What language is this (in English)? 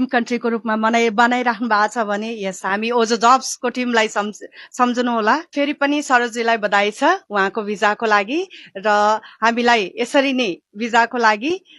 Nepali